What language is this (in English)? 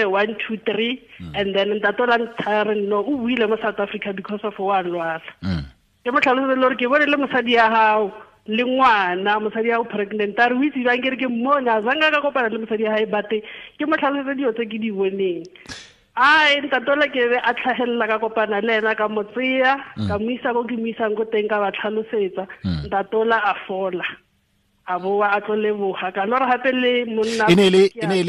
Tswana